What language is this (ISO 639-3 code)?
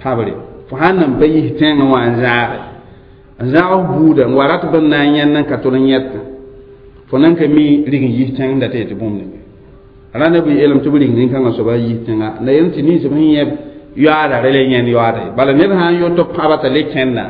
mos